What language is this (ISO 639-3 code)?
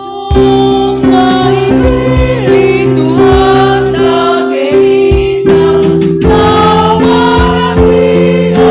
bts